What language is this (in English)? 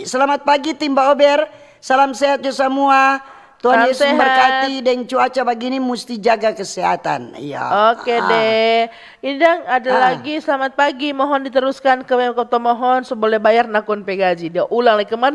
Manado Malay